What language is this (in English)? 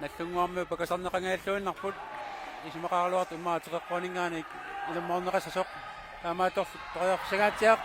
Kalaallisut